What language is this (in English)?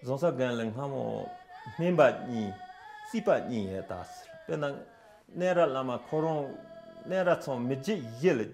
Tibetan